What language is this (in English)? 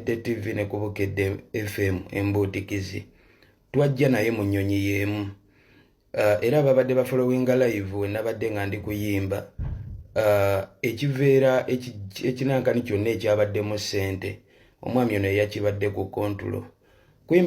Ganda